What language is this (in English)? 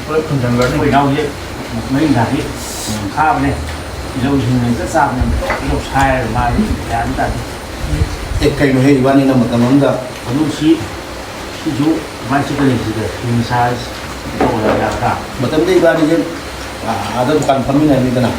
Manipuri